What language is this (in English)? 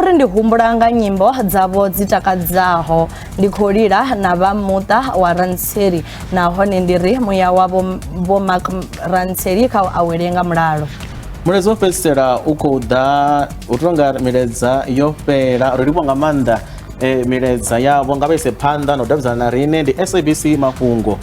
Venda